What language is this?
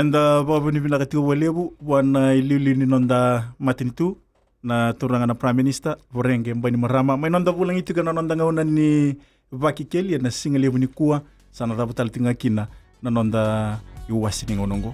Fijian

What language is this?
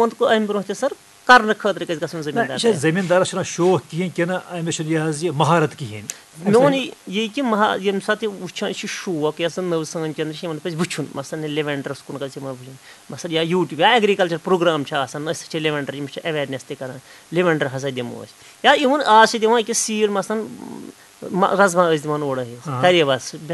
Kashmiri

